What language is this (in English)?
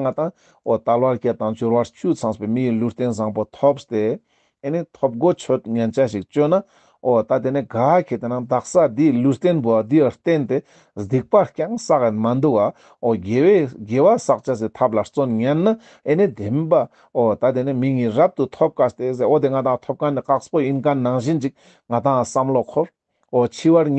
Ladakhi